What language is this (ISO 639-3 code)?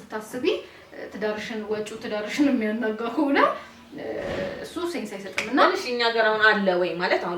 amh